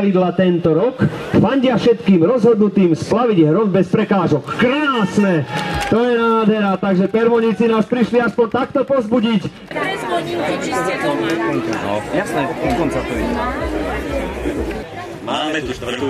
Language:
Slovak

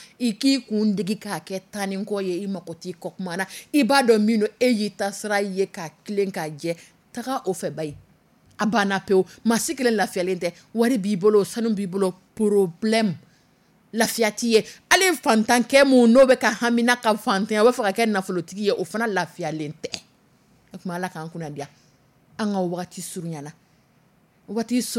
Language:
Dyula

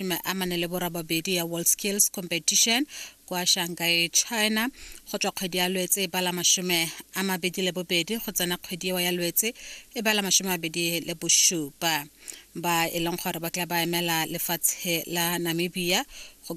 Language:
Tswana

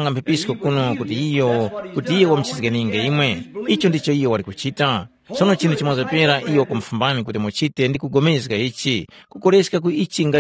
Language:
Tumbuka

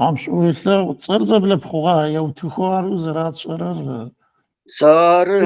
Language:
Adyghe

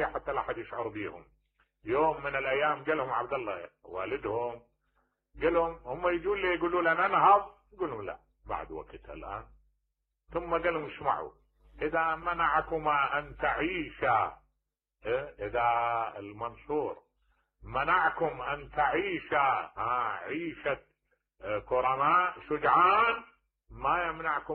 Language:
Mesopotamian Arabic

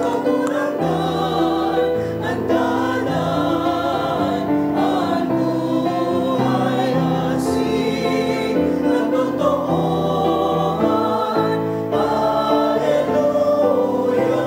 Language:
Bikol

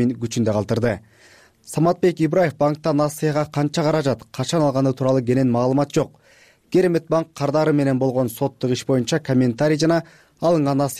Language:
Kyrgyz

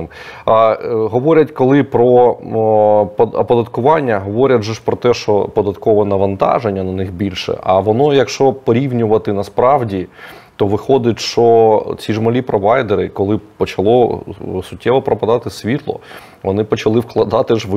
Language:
Ukrainian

